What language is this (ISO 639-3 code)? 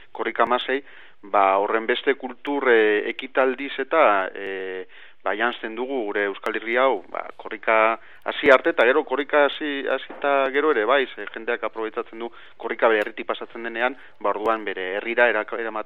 eus